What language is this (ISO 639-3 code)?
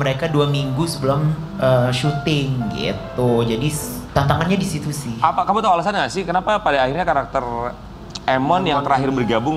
ind